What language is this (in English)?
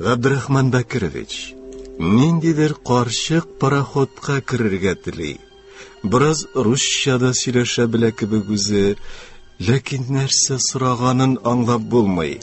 Tatar